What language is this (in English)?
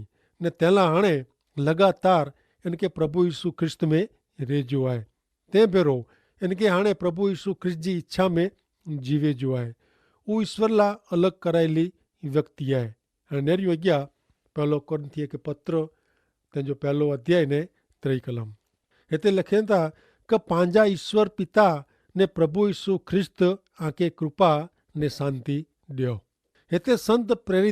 Kachhi